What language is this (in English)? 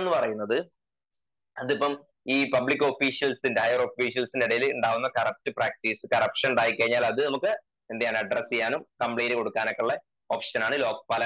Malayalam